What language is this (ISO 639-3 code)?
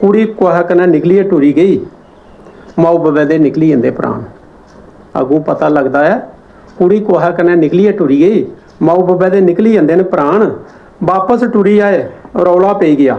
doi